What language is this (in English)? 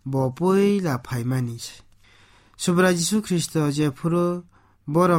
Kok Borok